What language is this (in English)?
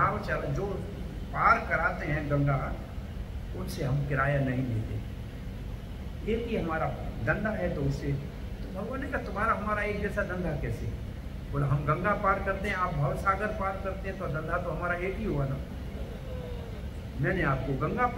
Hindi